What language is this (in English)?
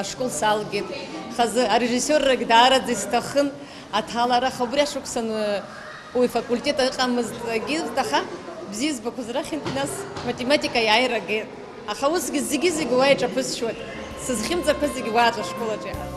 Abkhazian